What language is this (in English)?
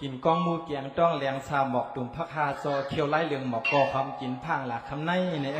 Shan